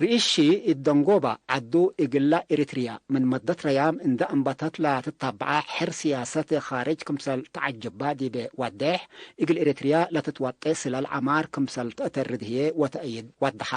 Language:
Tigre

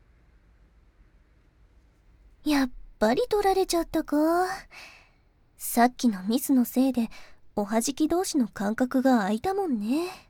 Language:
Japanese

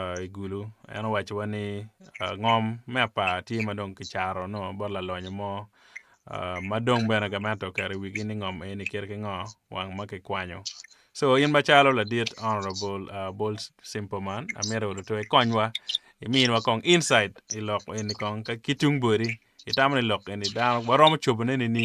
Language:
Acoli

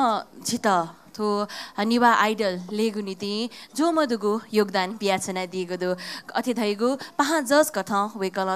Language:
Newari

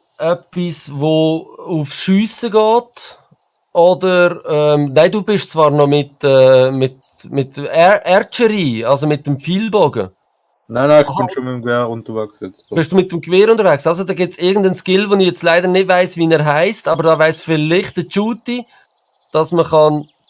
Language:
Swiss German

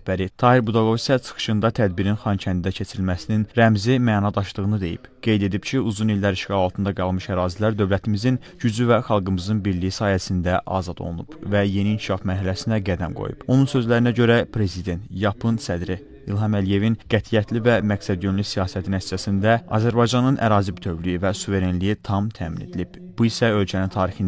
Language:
Azerbaijani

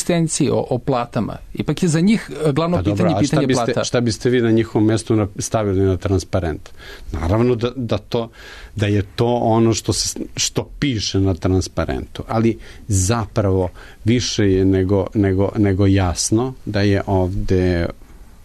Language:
Serbian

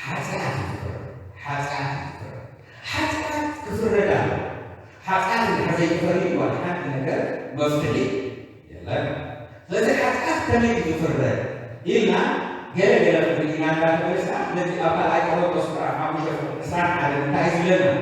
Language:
Tigrinya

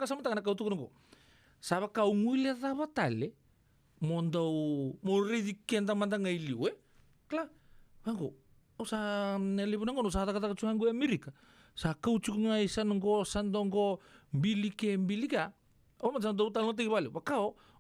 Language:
Fijian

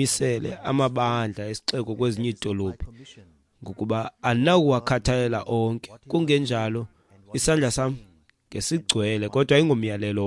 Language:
Xhosa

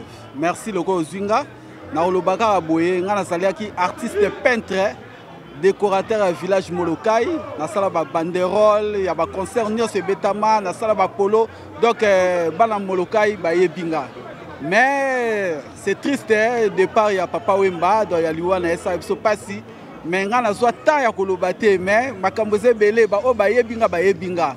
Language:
Lingala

